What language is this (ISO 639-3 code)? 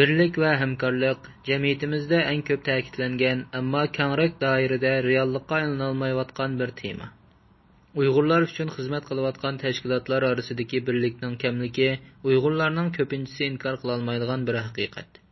uig